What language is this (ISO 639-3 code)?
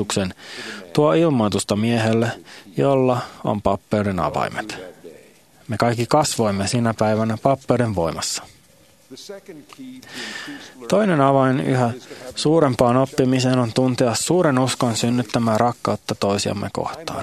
fin